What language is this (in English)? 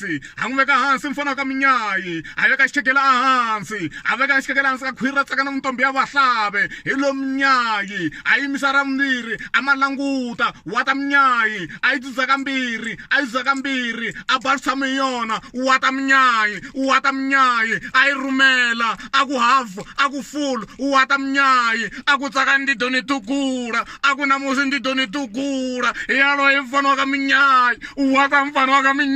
Tsonga